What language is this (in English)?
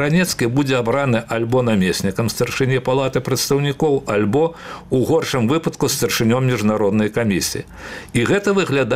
Belarusian